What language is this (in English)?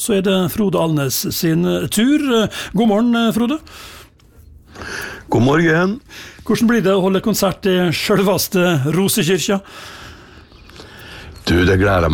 Norwegian